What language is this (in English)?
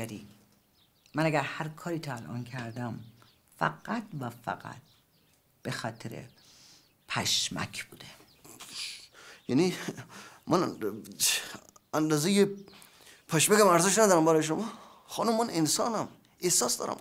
Persian